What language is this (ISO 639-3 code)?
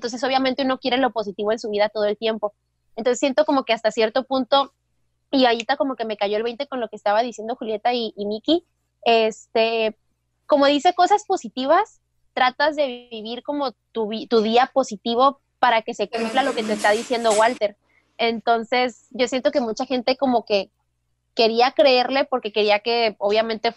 spa